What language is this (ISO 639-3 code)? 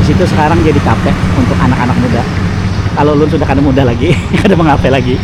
bjn